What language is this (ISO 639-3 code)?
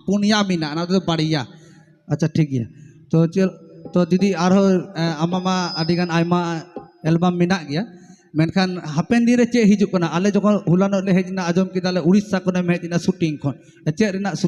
sat